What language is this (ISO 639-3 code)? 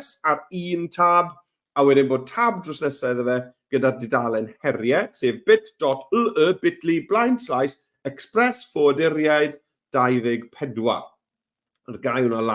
cym